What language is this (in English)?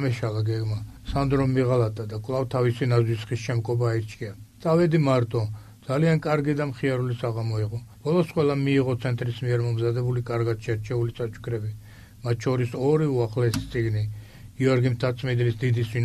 Georgian